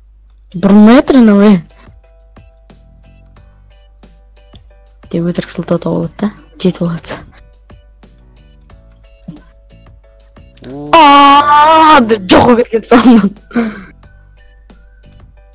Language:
Kazakh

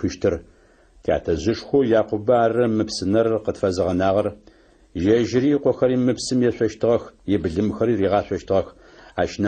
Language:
Adyghe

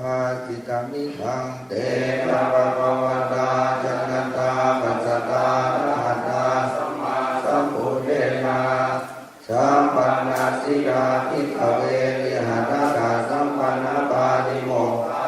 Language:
Pali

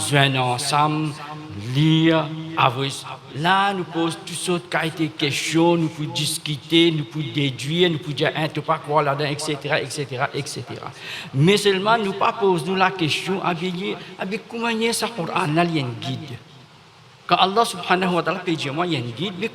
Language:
Morisyen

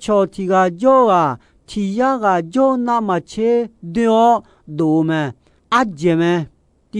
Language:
Akha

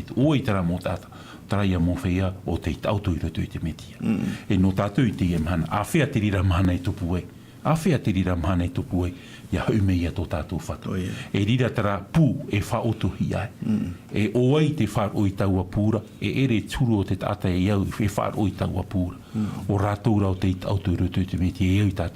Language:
Tahitian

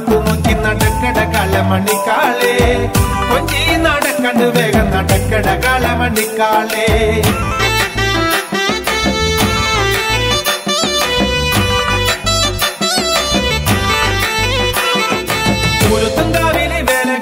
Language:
Malayalam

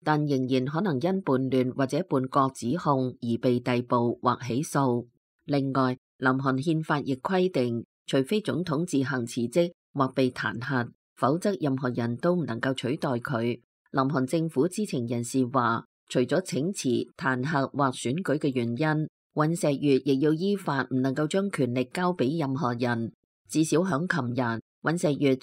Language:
Cantonese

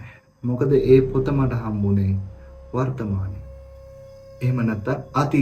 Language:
Sinhala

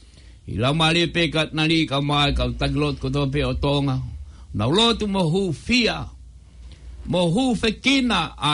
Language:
Tongan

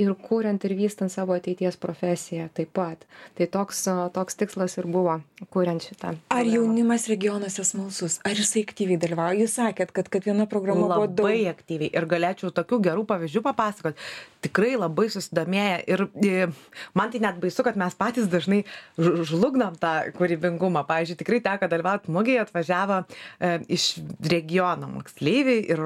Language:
Lithuanian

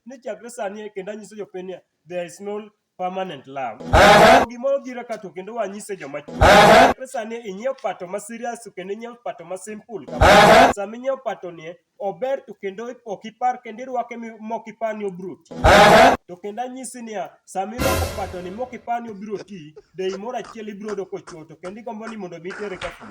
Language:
Luo (Kenya and Tanzania)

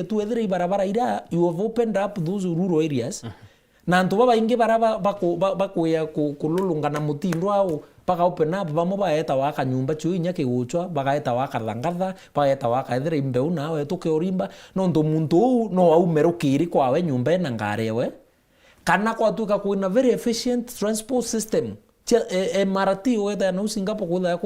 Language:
Meru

